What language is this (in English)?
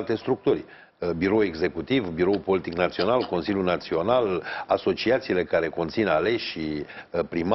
Romanian